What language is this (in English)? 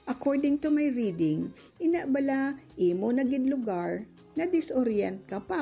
Hiligaynon